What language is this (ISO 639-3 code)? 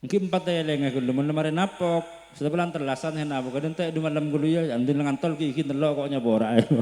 mad